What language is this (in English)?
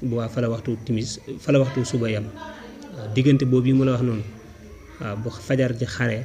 Wolof